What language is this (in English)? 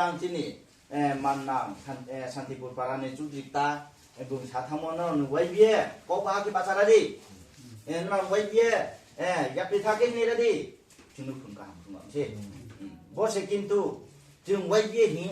Riang (India)